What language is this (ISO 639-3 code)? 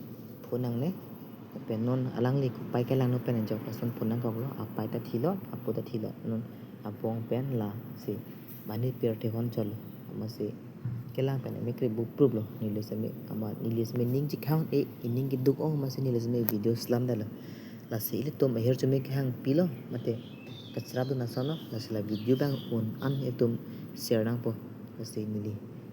mjw